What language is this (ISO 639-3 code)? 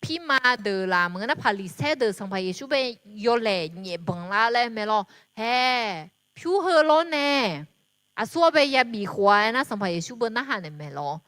ahk